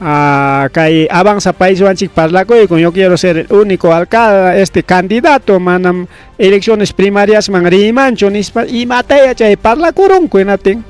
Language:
Ayacucho Quechua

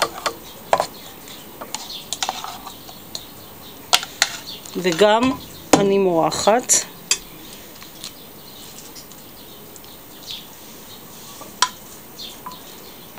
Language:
Hebrew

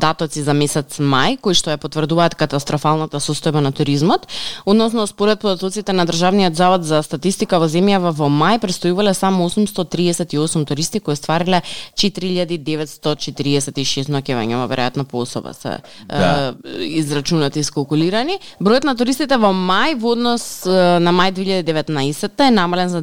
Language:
Macedonian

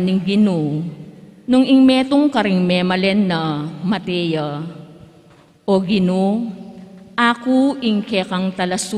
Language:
Pampanga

